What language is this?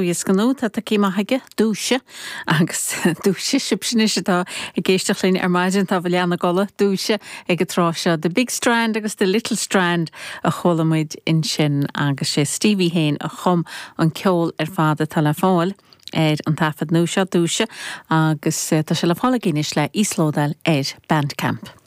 Irish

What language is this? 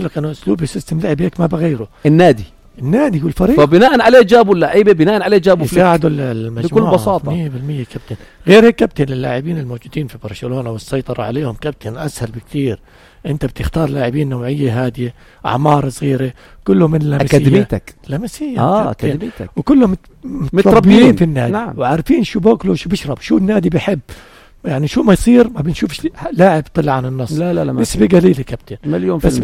North Levantine Arabic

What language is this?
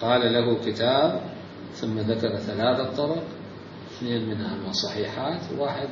Mesopotamian Arabic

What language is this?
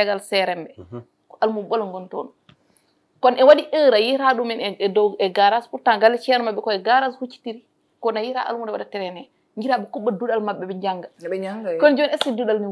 Fula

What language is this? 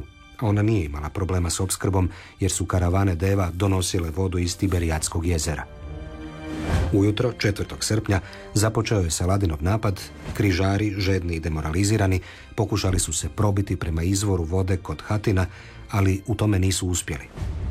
Croatian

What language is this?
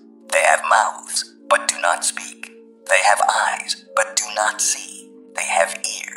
English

